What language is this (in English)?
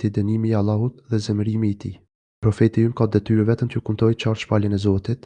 Albanian